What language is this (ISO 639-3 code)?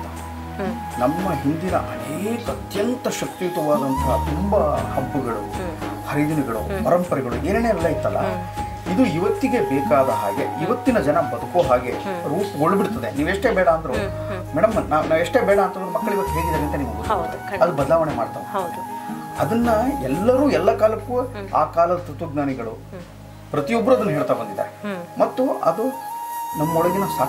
kan